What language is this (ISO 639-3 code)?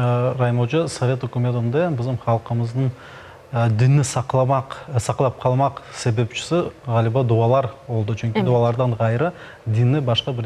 crh